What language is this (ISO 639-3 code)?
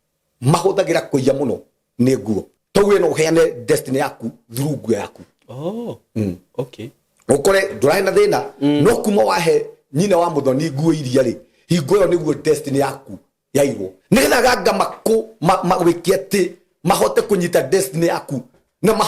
kik